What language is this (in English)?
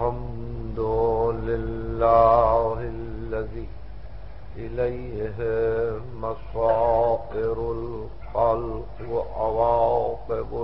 Urdu